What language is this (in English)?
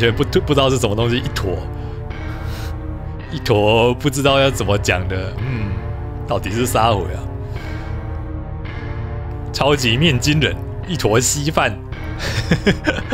Chinese